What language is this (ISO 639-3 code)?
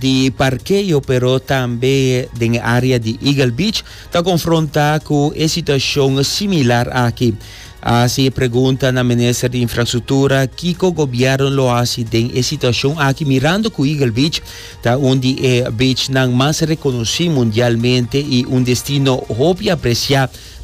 pap